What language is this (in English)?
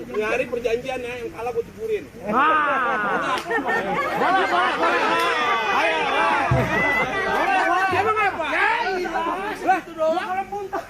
Betawi